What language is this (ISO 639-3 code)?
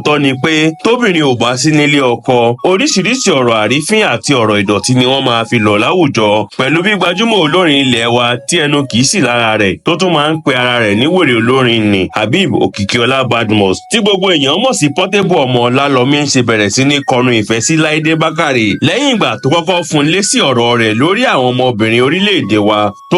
yor